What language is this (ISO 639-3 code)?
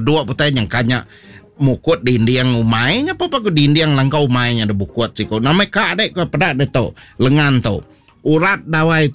iba